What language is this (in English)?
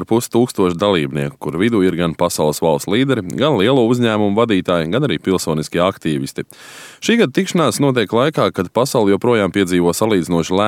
Latvian